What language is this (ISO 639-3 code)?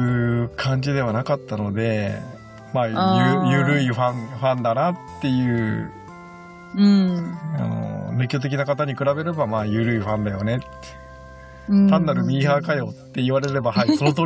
jpn